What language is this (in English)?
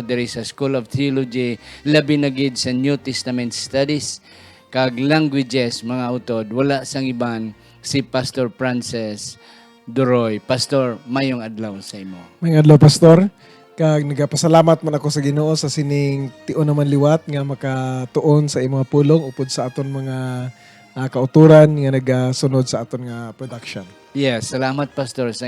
Hiligaynon